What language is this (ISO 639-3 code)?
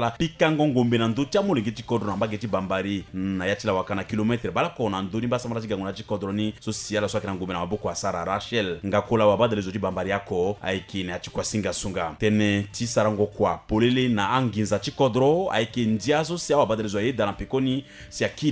sag